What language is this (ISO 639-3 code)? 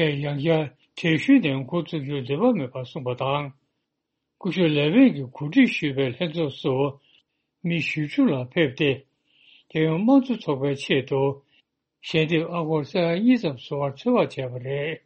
bod